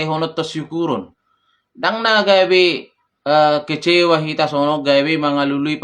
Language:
Batak Toba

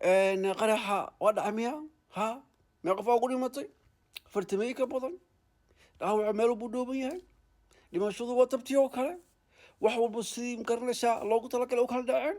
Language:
Somali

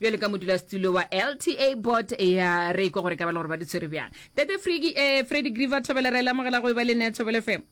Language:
Northern Sotho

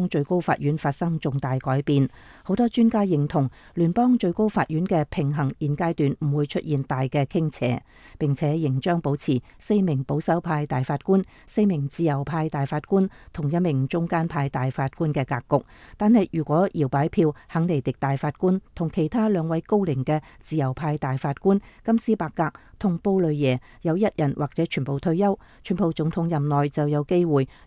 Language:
Cantonese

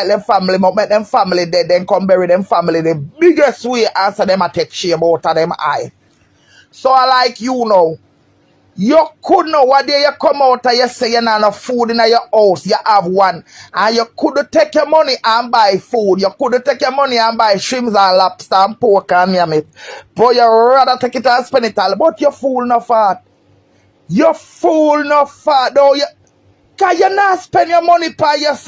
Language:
Jamaican Creole English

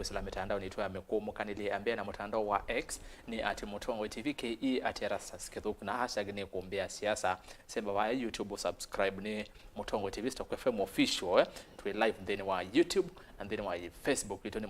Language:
Kamba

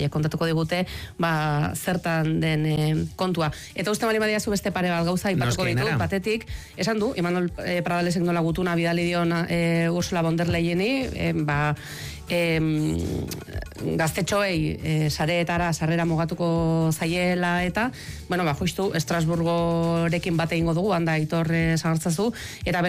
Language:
Basque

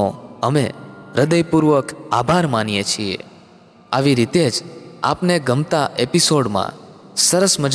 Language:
Gujarati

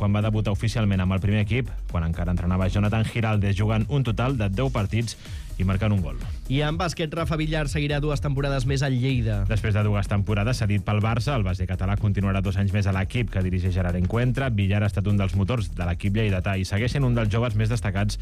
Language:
Catalan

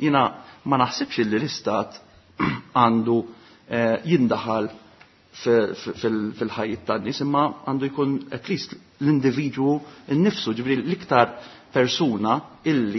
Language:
Maltese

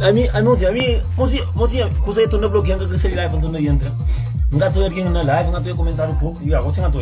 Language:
Kabuverdianu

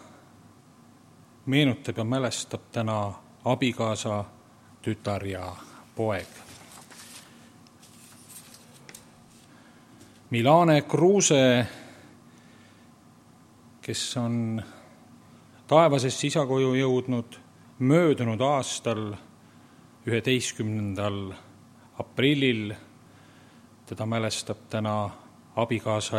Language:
Estonian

